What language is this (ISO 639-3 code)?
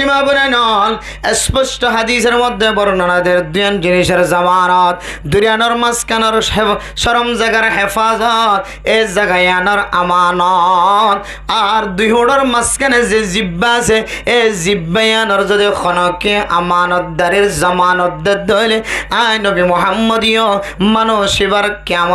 rhg